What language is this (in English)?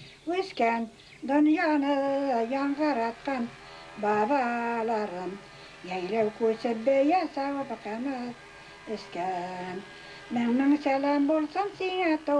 Bashkir